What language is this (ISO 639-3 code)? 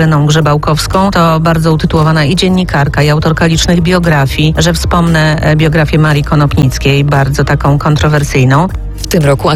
pol